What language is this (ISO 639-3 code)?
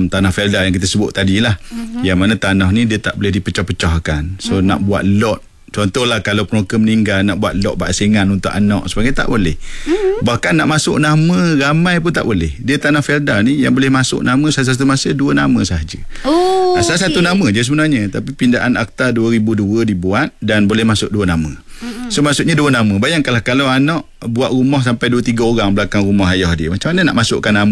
msa